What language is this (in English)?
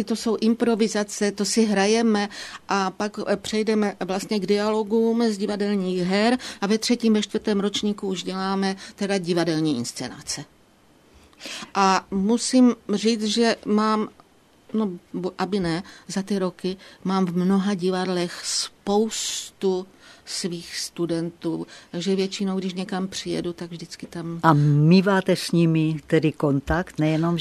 Czech